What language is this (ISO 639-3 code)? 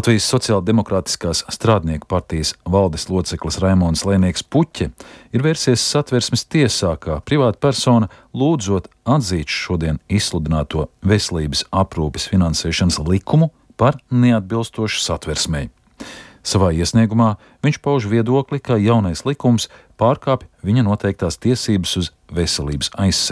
lav